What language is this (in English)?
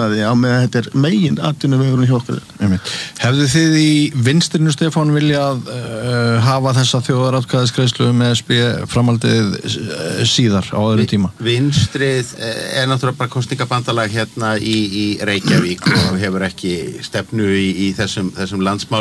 Icelandic